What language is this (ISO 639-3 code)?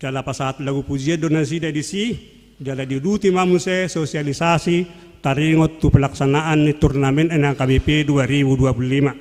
bbc